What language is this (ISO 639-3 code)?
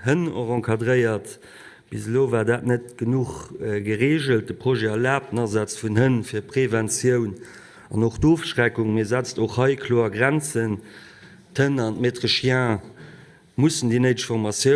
ltz